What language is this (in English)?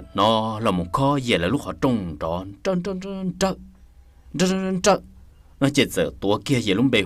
Hmong